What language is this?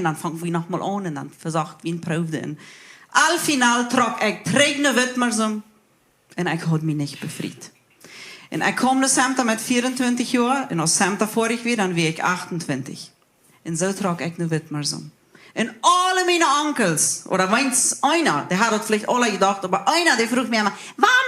Plautdietsch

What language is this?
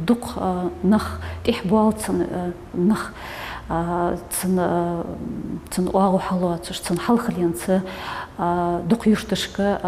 Ingush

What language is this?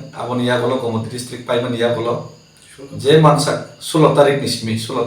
Kok Borok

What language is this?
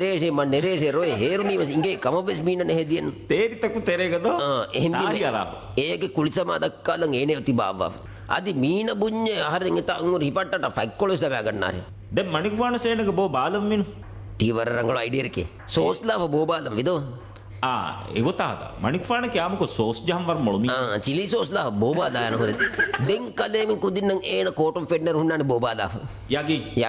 Divehi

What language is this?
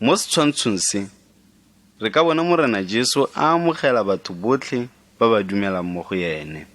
Tswana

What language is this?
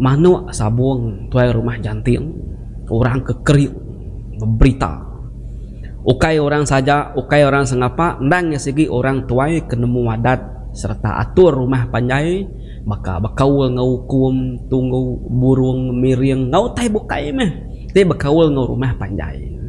Iban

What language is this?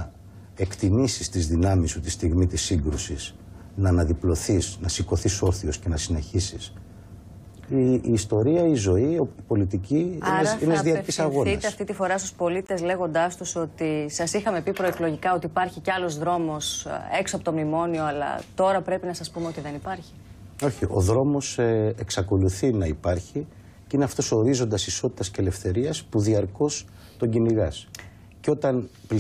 Greek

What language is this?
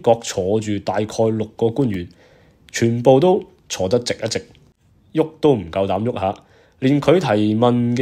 Cantonese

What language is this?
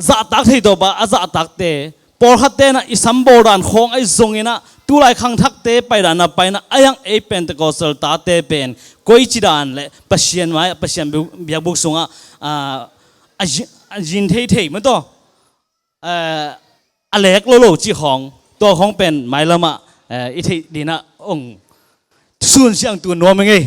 Tedim Chin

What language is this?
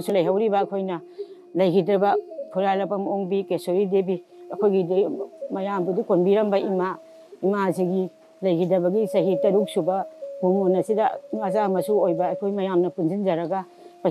Manipuri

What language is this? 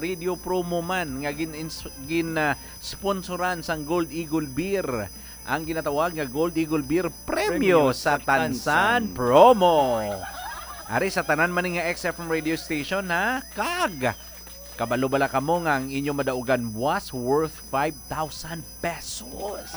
Hiligaynon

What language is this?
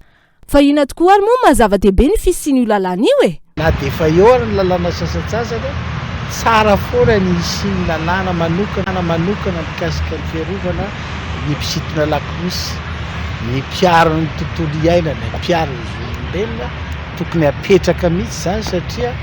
Malagasy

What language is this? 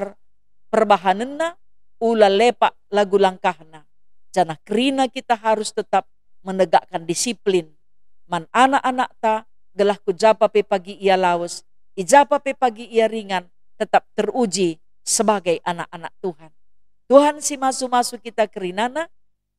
Batak Karo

